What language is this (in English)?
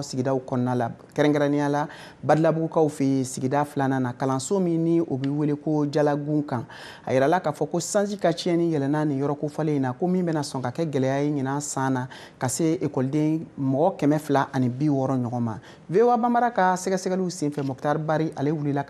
Bambara